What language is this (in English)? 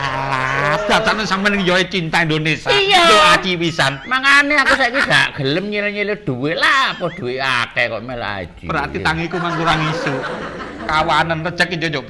Javanese